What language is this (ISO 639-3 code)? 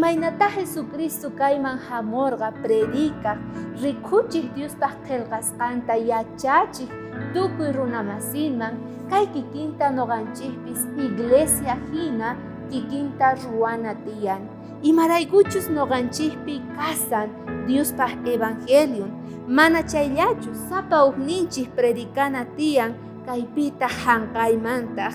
quh